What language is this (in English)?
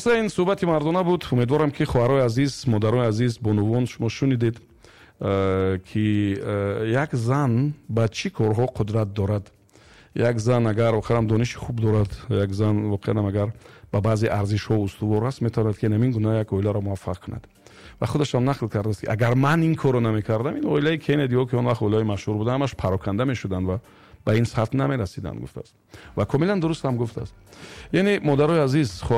Tajik